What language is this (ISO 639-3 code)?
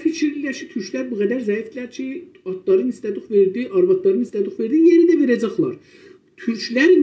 azb